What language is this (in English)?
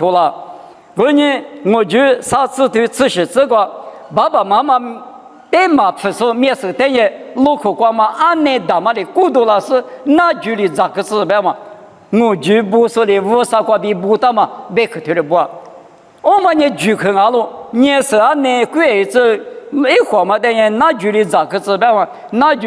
Lisu